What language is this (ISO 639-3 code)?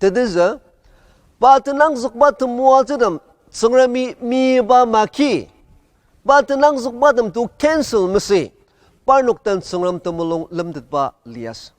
njo